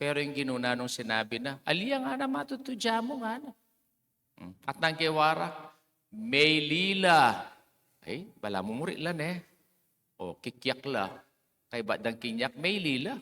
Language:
Pampanga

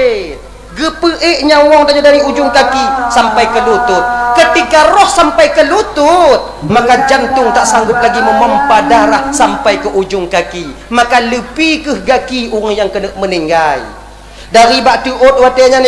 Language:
Achinese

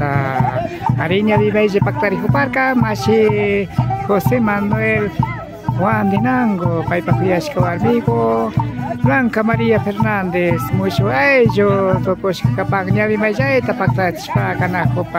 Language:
Imbabura Highland Quichua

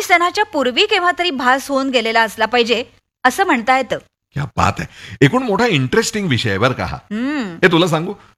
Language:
Marathi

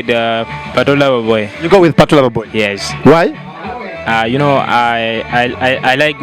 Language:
Acoli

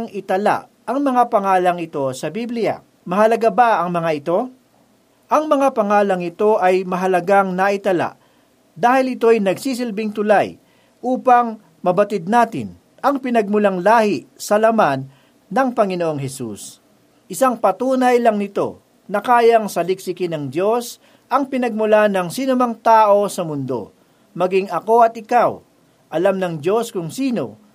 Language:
Filipino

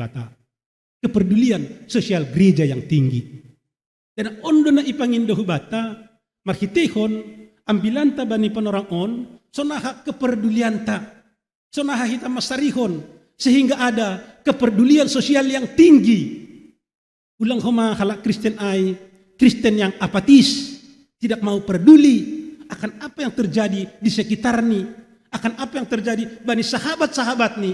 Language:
Batak Simalungun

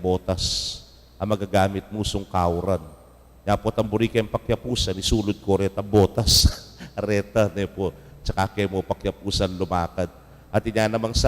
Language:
Pampanga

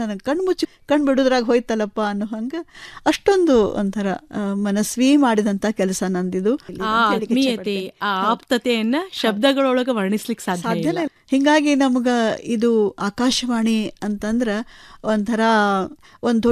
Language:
Kannada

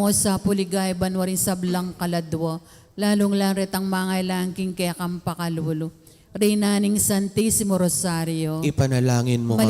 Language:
Pampanga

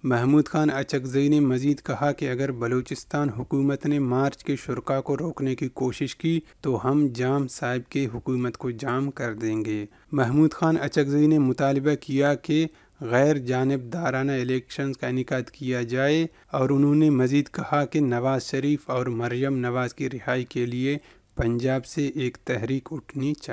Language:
Urdu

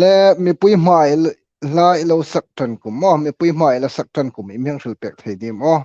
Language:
Hmar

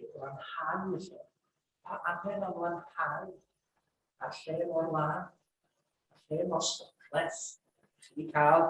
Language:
Welsh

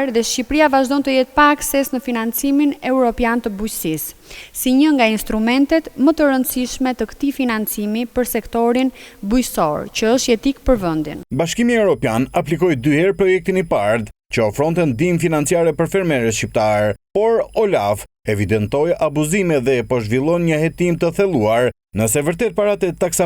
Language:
Albanian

